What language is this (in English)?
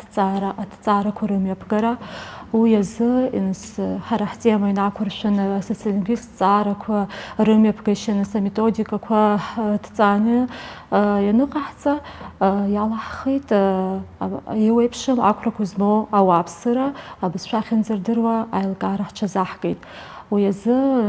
Abkhazian